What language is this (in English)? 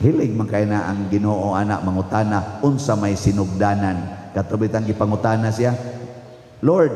Cebuano